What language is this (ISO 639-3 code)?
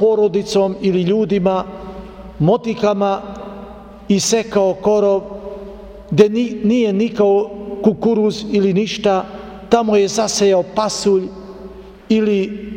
srp